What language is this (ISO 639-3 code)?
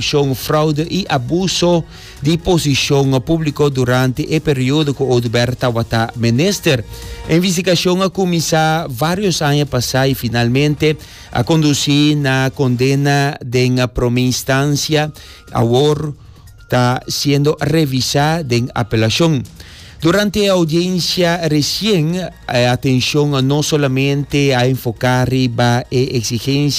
pap